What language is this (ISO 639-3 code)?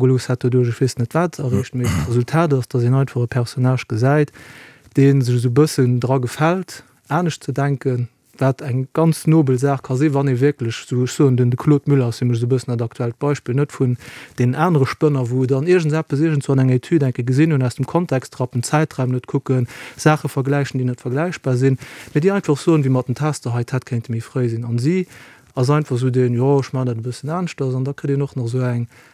ltz